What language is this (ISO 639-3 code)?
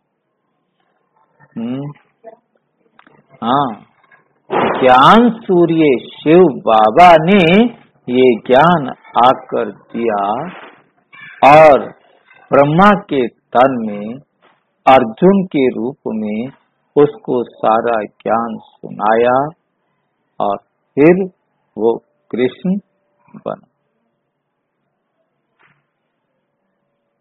hin